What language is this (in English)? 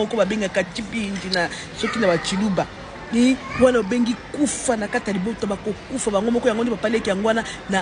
Lingala